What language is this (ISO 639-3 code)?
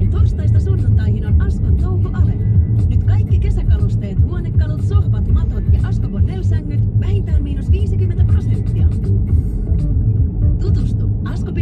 fin